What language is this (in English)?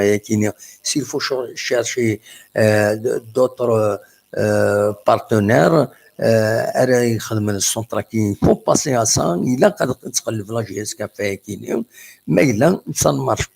Kabyle